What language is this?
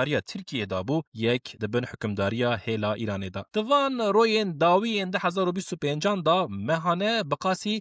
Kurdish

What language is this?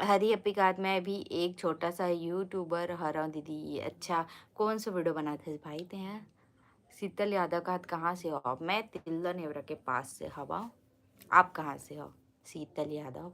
Chhattisgarhi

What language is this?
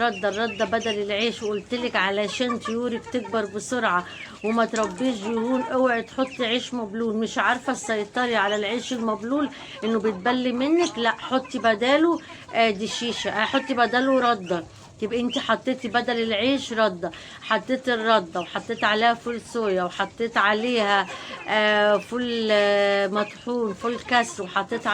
Egyptian Arabic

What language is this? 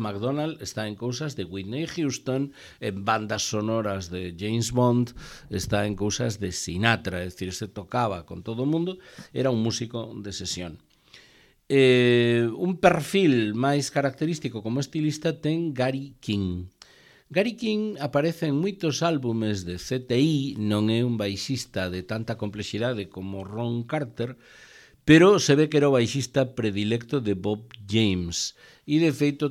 Galician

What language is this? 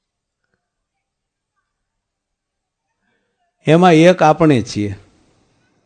Gujarati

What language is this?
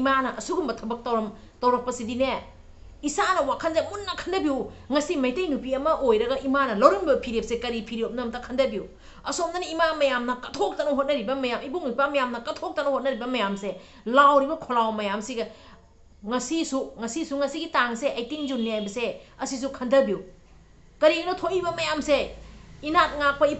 Manipuri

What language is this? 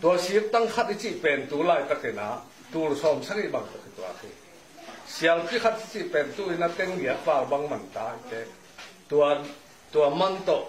Tedim Chin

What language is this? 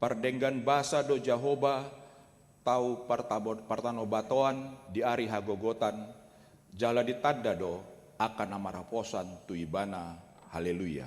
Batak Toba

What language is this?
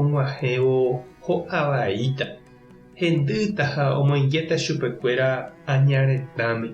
Guarani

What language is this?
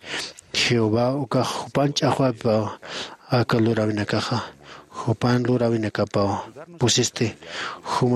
Aymara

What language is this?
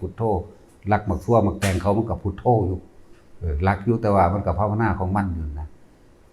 Lao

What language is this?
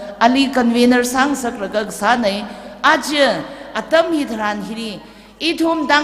Tangkhul Naga (India)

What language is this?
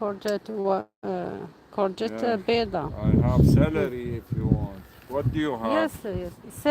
Algerian Arabic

